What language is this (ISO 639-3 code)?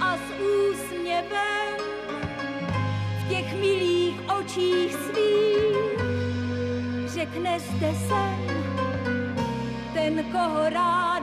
ces